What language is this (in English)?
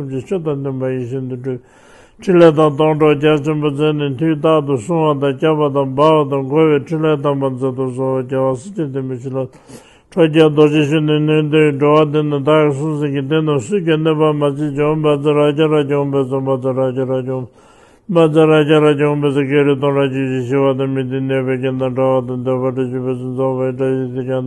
Tibetan